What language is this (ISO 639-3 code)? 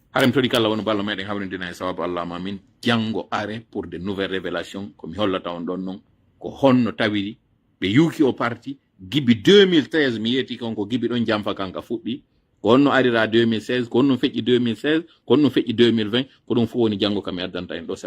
fuf